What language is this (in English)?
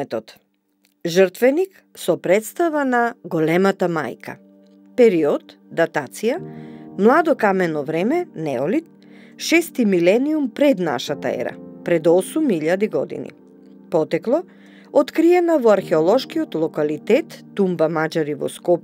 Macedonian